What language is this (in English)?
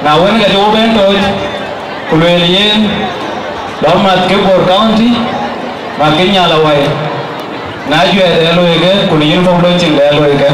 Dinka